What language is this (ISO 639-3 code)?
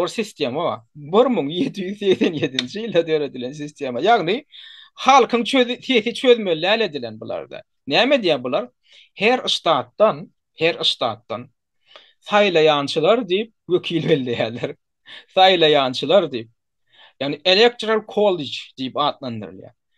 tuk